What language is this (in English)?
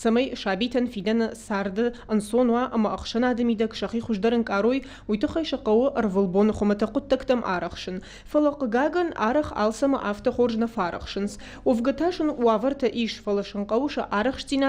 Ossetic